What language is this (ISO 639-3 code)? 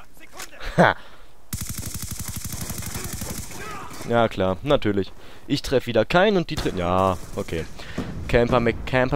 deu